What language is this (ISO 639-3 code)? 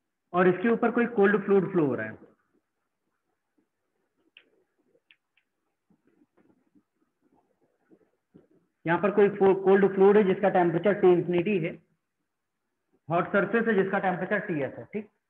hin